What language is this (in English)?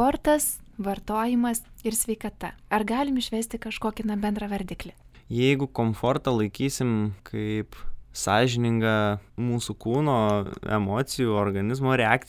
Lithuanian